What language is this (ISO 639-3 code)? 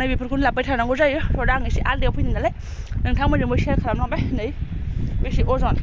brx